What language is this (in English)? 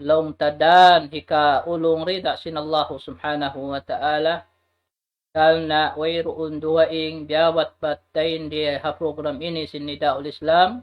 Tausug